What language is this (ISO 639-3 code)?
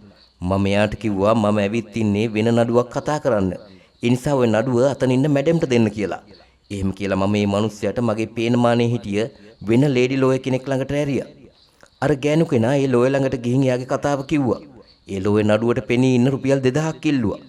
sin